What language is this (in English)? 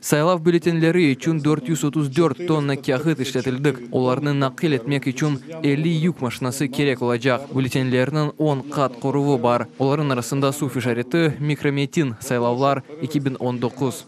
Crimean Tatar